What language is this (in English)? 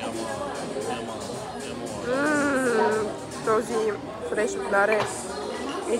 Bulgarian